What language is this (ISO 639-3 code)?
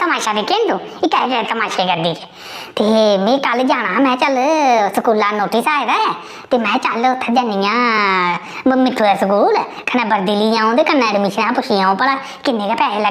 doi